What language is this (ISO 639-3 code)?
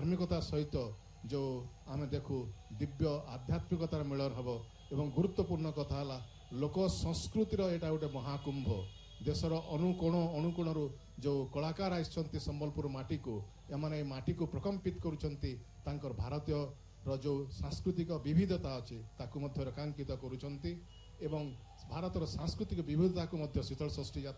ori